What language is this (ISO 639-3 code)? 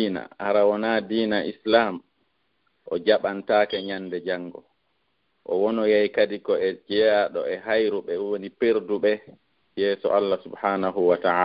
ful